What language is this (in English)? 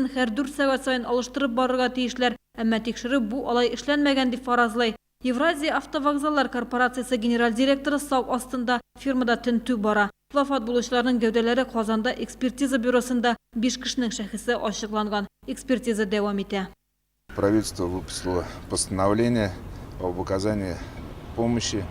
Tatar